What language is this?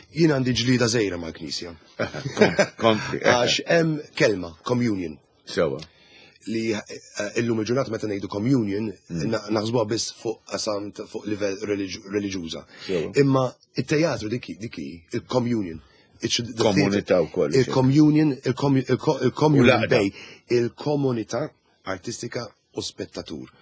Maltese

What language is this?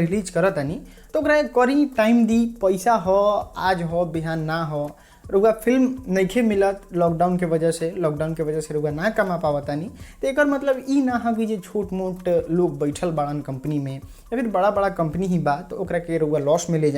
Bhojpuri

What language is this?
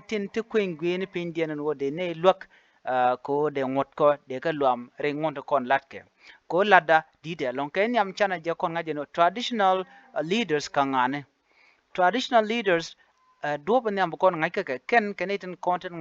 Nuer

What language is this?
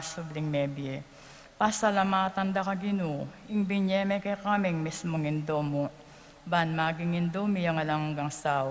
Pampanga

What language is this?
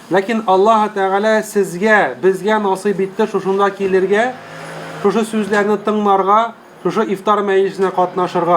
Tatar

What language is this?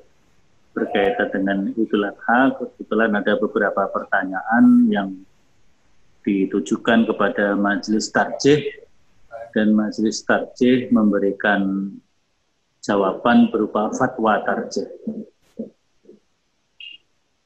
Indonesian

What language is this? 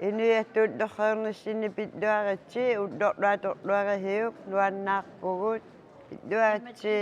Kalaallisut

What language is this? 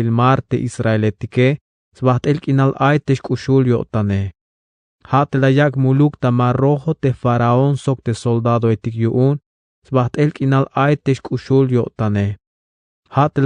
Tzeltal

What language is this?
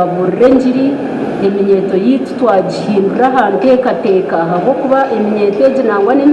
Nyankole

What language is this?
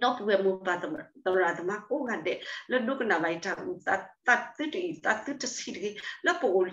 S'gaw Karen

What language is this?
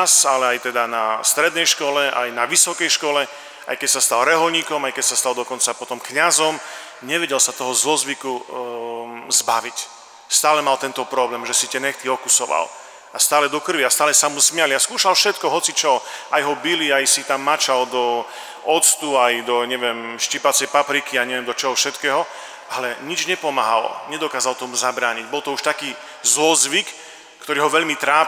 Slovak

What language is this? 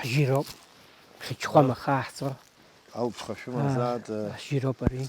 Abkhazian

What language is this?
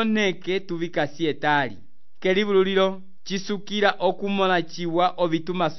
Umbundu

